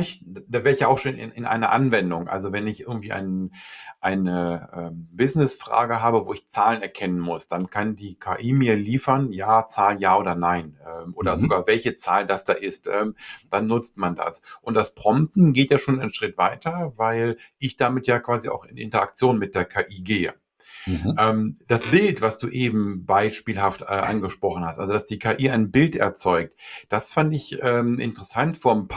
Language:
German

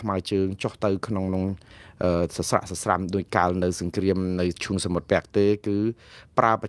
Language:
Khmer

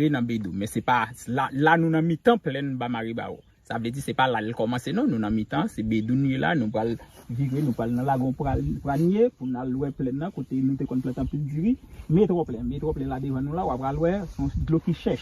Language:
Haitian Creole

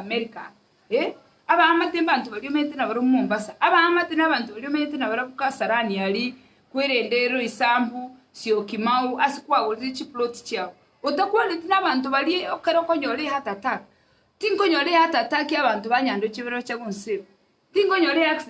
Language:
Gusii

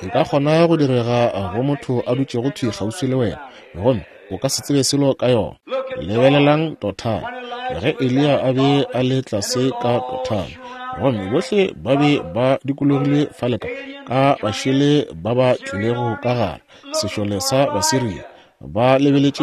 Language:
Northern Sotho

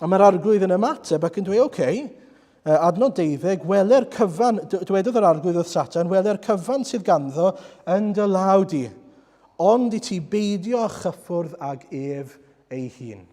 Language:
Welsh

